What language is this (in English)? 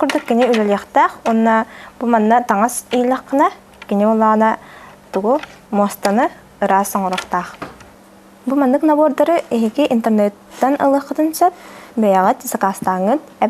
Yakut